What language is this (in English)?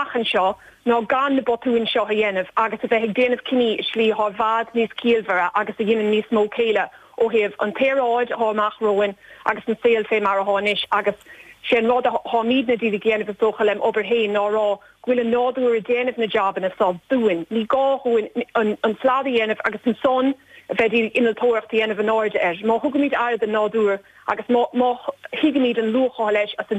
Irish